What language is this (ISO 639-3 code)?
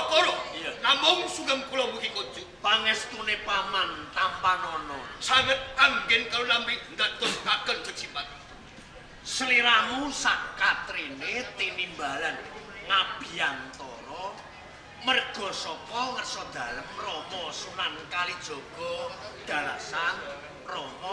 jav